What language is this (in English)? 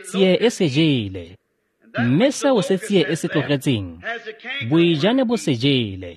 Tswana